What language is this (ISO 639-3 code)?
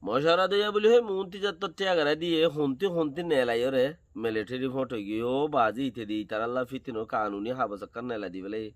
rhg